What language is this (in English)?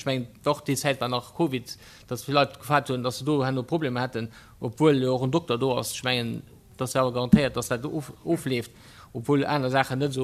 Luxembourgish